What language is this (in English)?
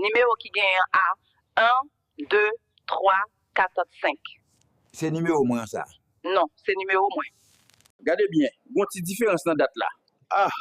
Haitian Creole